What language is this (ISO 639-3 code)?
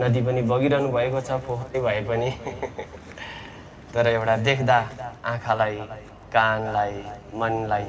nep